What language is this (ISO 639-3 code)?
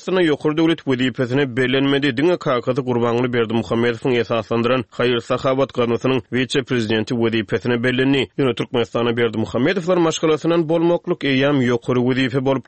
tuk